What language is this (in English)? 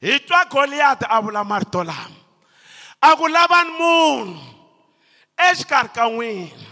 Tsonga